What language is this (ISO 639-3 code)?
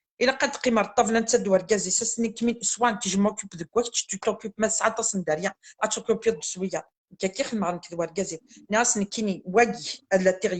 kab